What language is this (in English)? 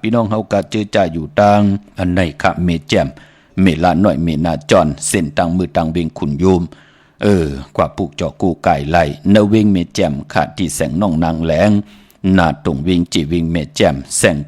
Shan